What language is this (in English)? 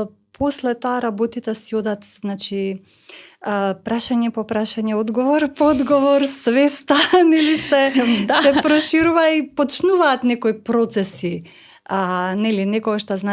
Macedonian